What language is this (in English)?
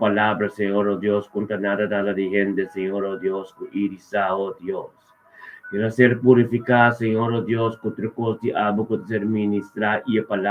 Papiamento